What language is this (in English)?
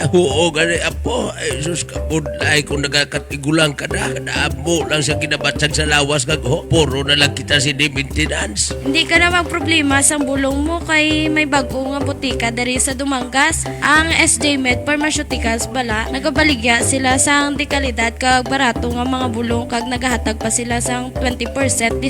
Hiligaynon